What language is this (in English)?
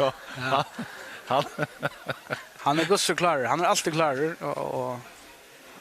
Faroese